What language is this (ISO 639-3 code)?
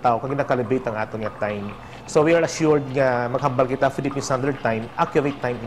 hil